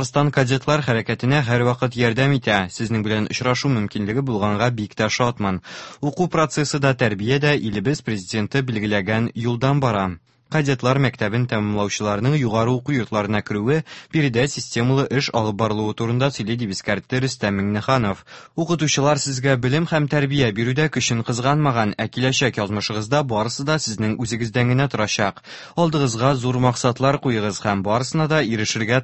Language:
Tatar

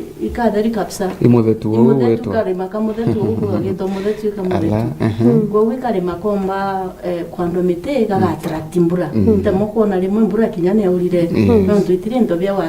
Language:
Meru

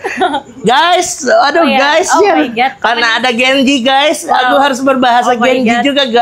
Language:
Banjar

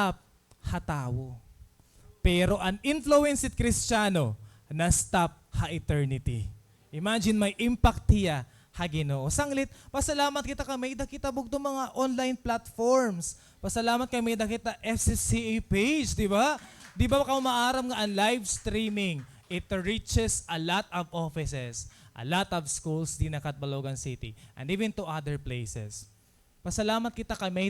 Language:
Waray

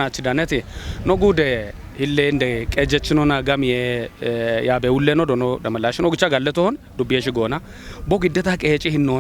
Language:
Kafa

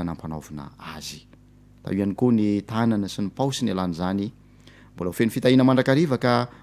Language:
Malagasy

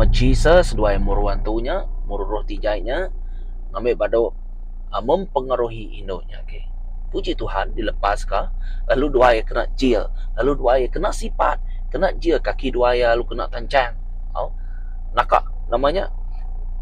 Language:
Iban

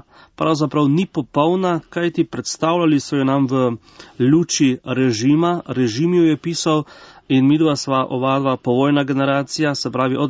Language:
Slovenian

